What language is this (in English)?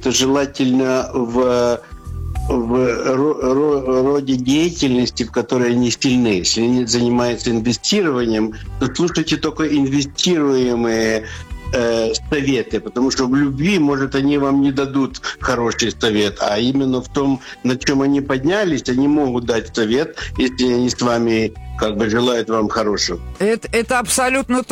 Russian